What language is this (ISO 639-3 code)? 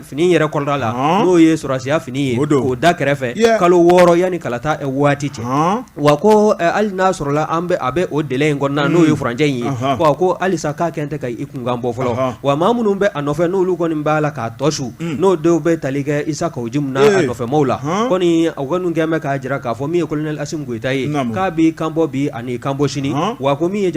bam